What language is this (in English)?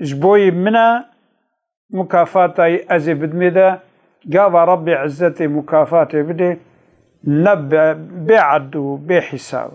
Kurdish